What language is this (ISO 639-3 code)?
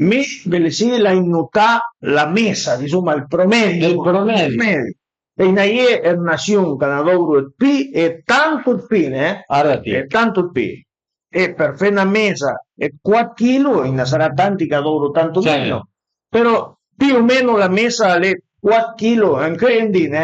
pms